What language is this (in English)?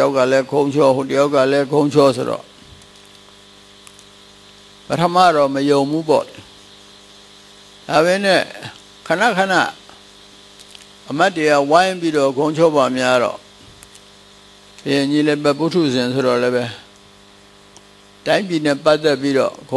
Burmese